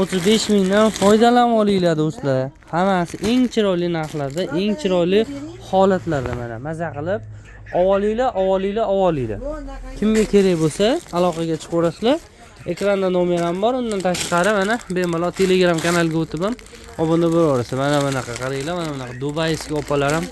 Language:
Uzbek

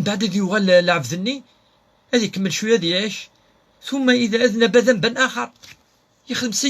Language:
Kabyle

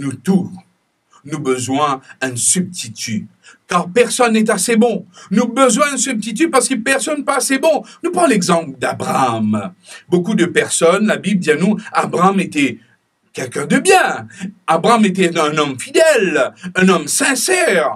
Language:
Morisyen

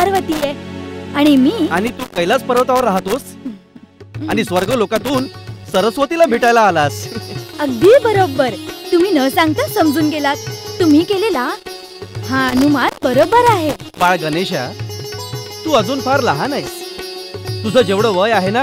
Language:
Marathi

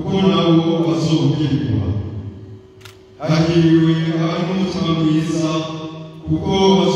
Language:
Rundi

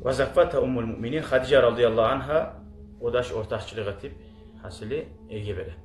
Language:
Kumyk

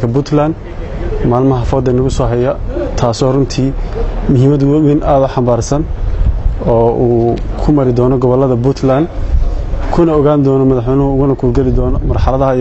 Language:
Somali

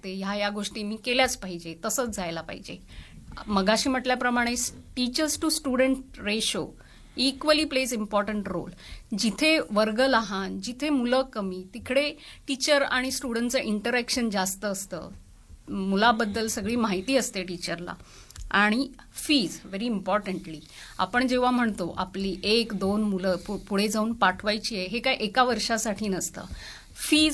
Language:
Marathi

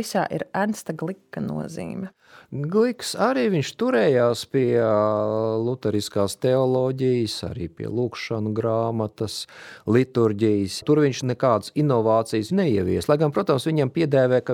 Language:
Latvian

